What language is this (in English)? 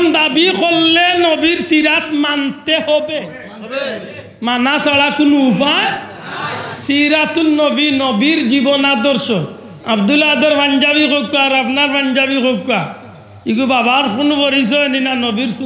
Sylheti